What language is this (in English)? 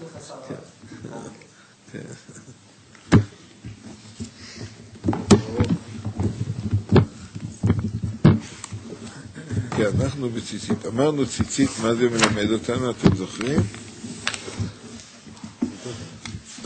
Hebrew